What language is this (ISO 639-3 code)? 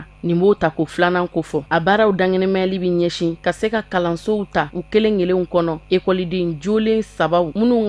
bam